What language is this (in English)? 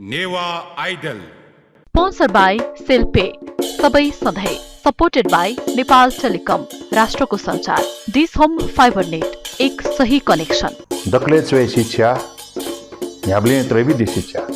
Newari